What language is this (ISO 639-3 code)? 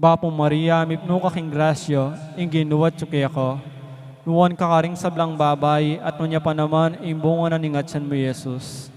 pam